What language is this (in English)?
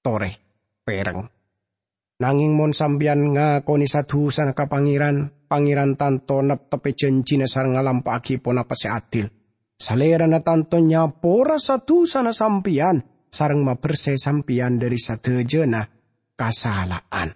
Madurese